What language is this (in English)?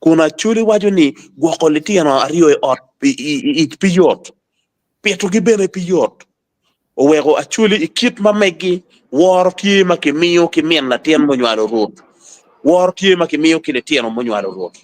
Acoli